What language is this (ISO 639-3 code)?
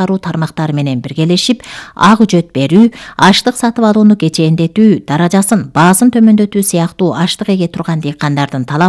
kir